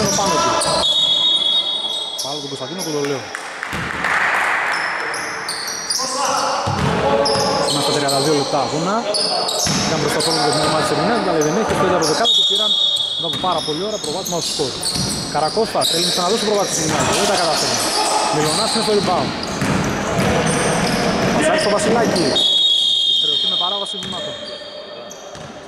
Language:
Greek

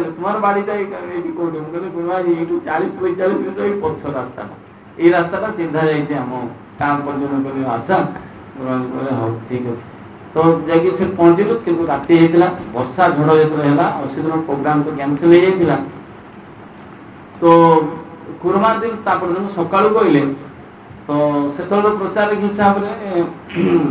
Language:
Odia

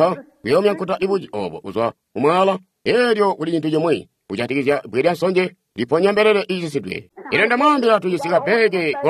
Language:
Tonga (Zambia)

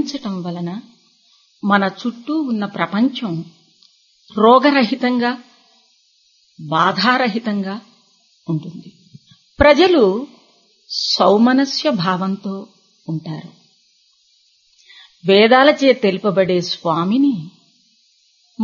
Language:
Telugu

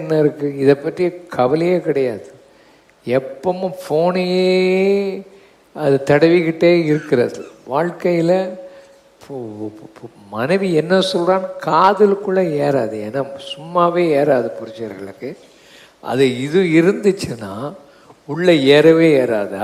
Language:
Tamil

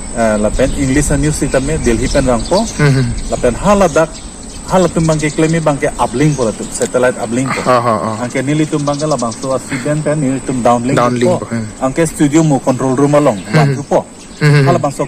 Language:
Karbi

